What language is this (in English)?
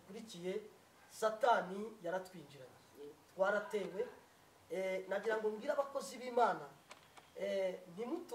Kinyarwanda